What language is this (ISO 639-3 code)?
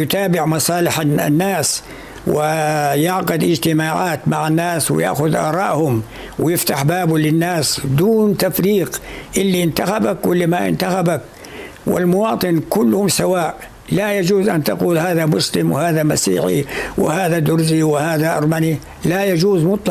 apc